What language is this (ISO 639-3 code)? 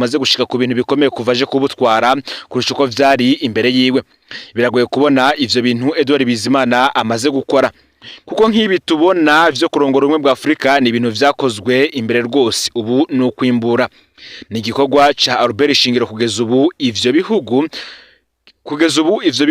run